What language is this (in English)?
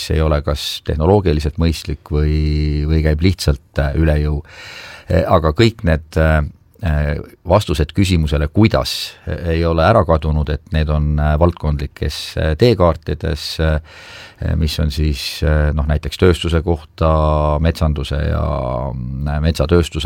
Estonian